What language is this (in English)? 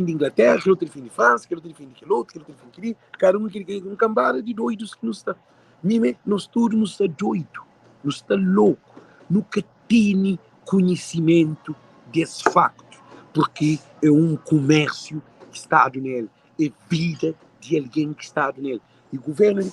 Kabuverdianu